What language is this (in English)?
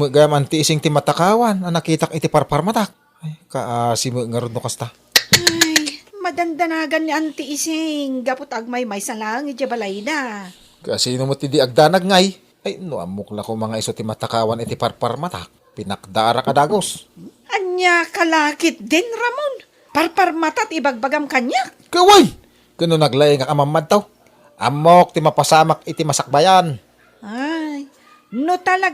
Iloko